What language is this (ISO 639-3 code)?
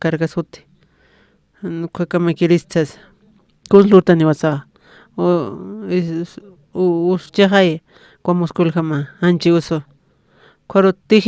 aym